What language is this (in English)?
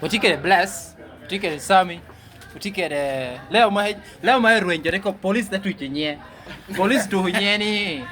Lango (Uganda)